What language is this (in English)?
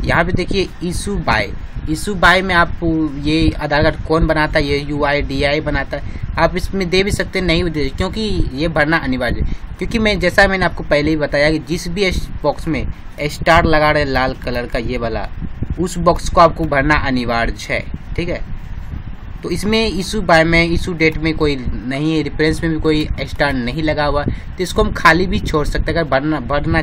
Hindi